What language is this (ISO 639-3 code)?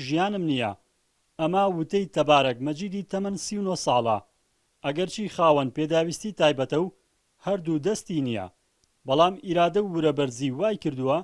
ckb